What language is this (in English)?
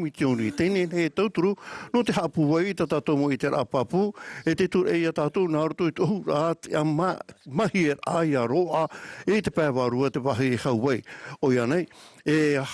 Tahitian